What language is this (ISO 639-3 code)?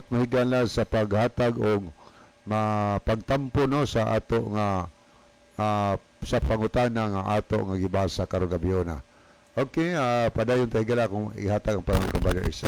ceb